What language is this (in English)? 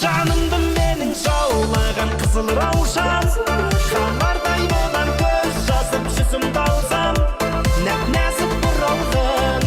Kara-Kalpak